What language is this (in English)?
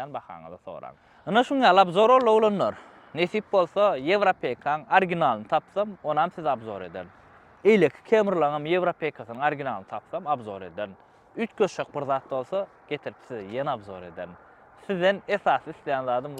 Turkmen